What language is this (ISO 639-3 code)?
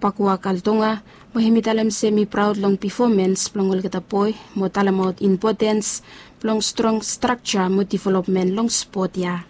bis